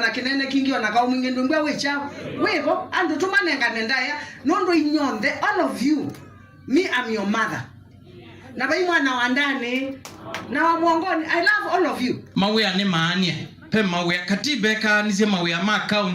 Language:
Kamba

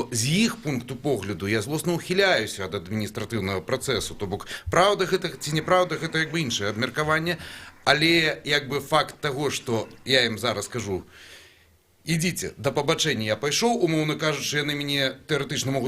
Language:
Belarusian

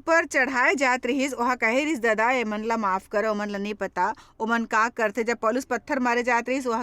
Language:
Chhattisgarhi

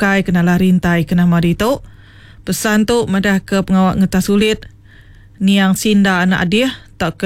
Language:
Iban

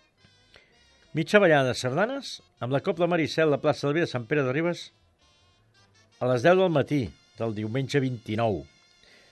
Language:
Catalan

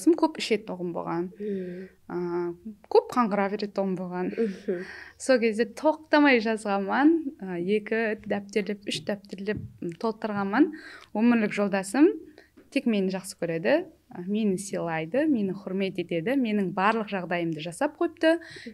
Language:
Kara-Kalpak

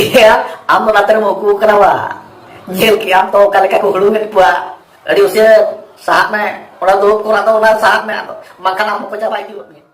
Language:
Santali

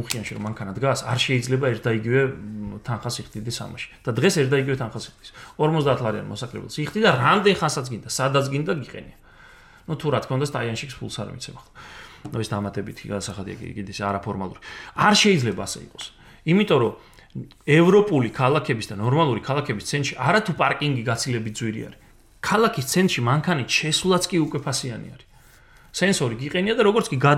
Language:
Georgian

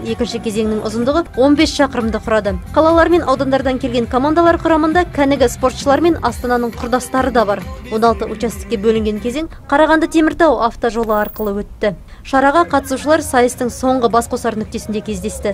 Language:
Kazakh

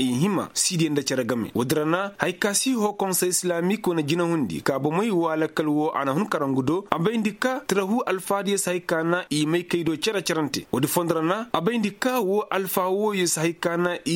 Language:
Koyraboro Senni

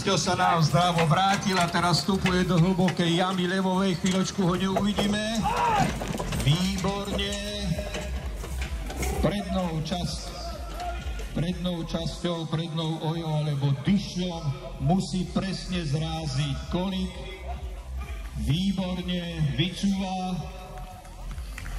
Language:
Slovak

